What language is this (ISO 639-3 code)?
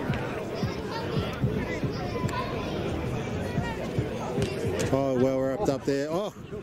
eng